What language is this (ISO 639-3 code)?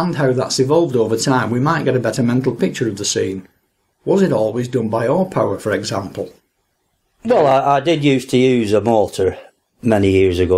eng